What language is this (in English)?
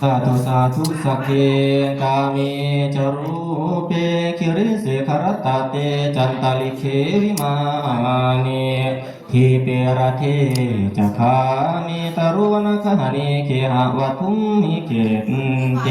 Northeastern Thai